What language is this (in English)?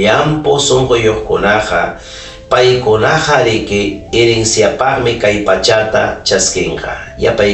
Ayacucho Quechua